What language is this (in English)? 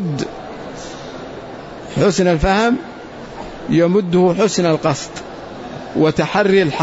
Arabic